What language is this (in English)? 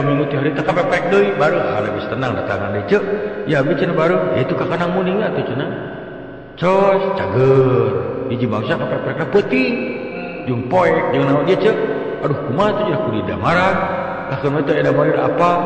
Sundanese